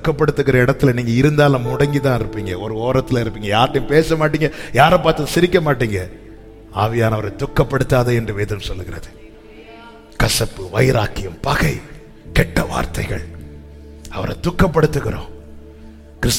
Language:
Tamil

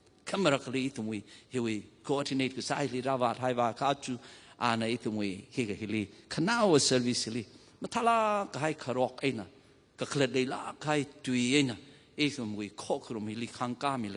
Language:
Tangkhul Naga (India)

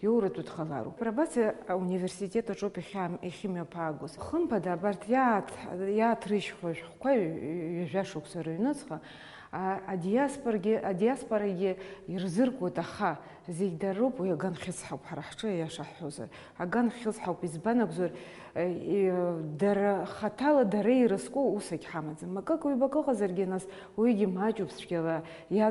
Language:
Abkhazian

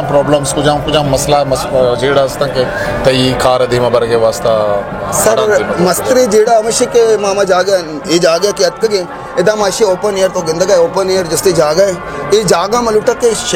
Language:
Baluchi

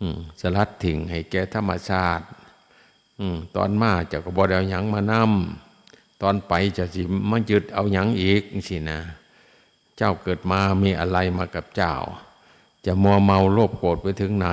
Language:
Northeastern Thai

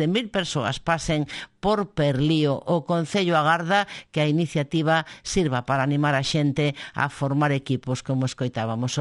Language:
Galician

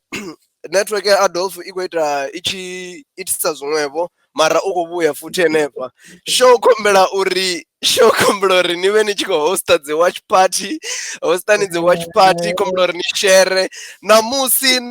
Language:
Venda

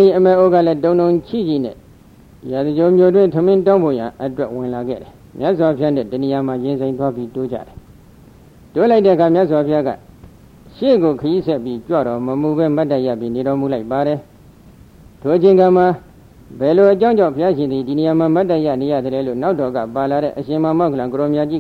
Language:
Burmese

